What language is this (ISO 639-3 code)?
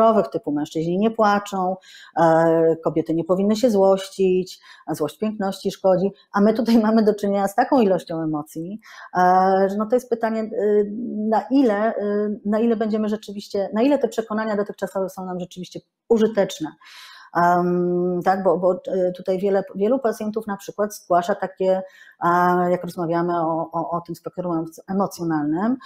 pol